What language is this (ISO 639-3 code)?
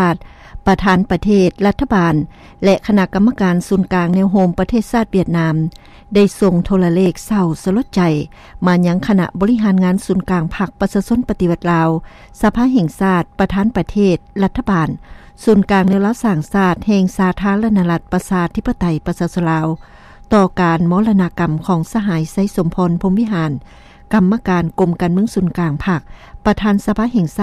lao